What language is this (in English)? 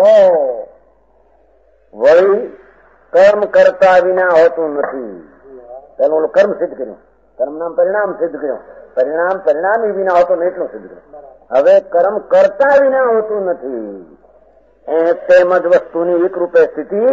Gujarati